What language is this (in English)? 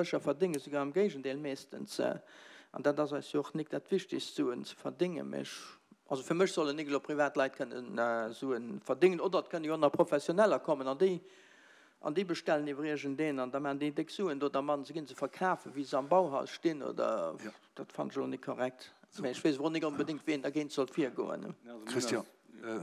Luxembourgish